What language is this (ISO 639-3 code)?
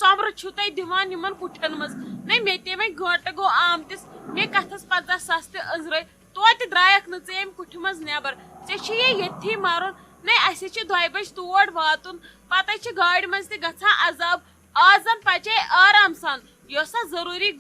kas